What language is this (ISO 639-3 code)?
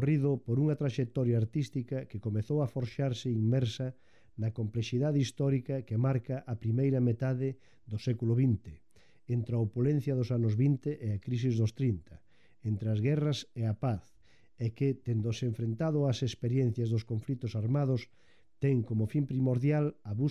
glg